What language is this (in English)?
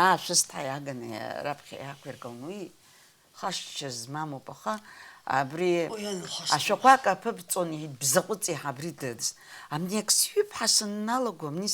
Abkhazian